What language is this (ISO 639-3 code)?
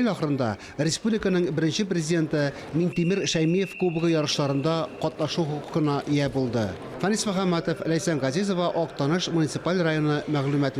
tat